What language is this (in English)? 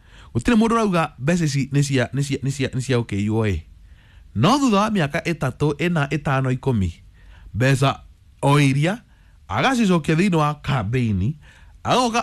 Kikuyu